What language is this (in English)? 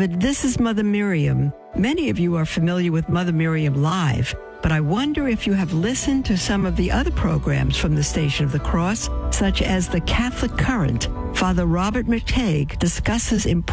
English